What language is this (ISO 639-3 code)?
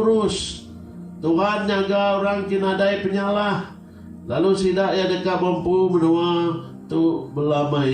iba